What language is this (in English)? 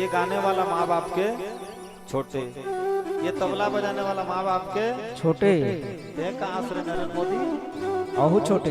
Chhattisgarhi